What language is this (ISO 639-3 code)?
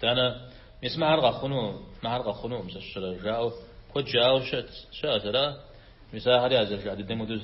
kbd